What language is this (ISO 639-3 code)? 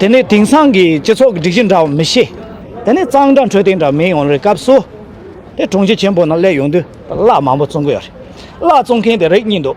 bod